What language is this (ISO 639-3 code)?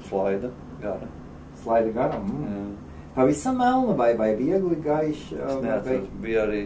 lav